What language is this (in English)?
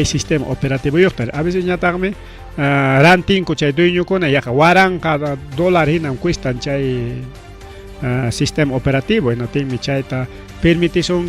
Ayacucho Quechua